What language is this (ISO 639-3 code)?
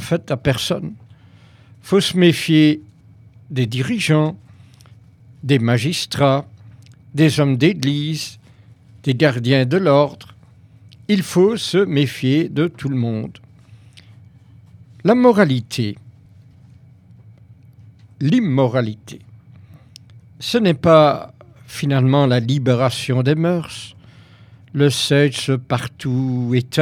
fra